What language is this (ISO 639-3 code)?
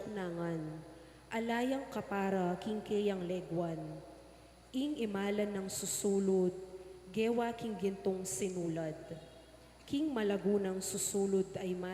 pam